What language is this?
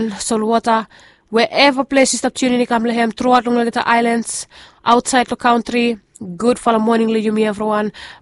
Bislama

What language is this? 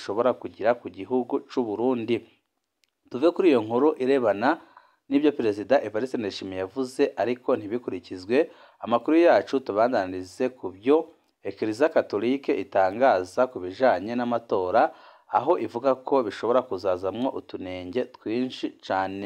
Rundi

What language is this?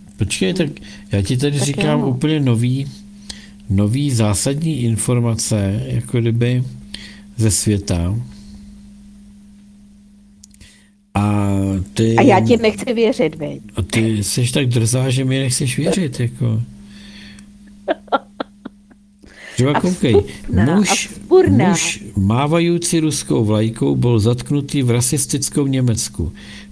Czech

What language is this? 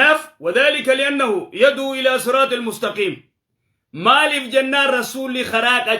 Oromo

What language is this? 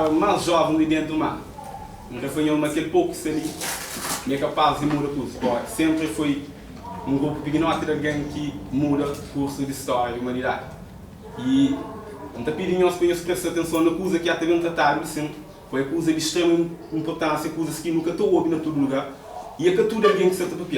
Kabuverdianu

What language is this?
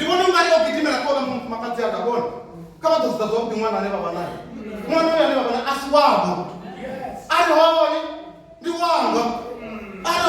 Venda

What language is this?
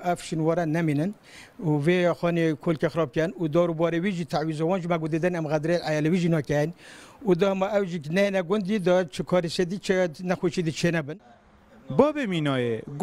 Kurdish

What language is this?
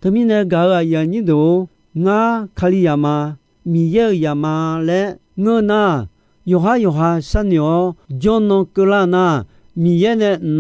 Akha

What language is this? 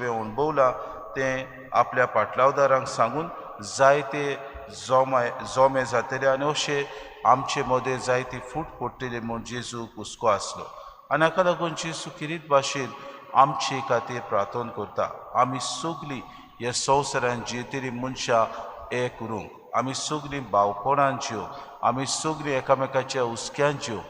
Konkani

